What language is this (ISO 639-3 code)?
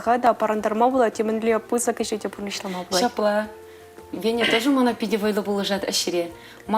chv